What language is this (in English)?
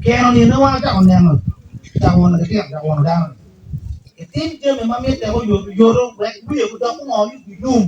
Acoli